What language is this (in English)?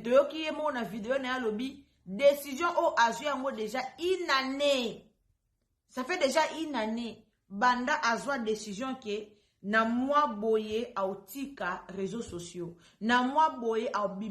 Lingala